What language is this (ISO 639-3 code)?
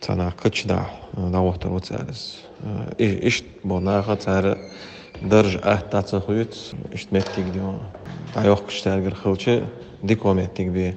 che